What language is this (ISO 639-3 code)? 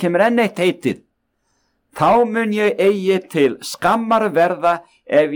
isl